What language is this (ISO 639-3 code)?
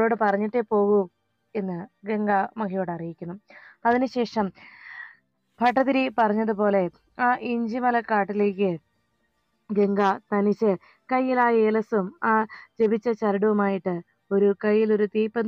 mal